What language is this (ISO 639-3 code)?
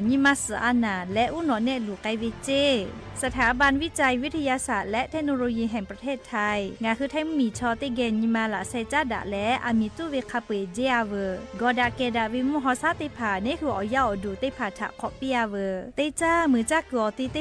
lhu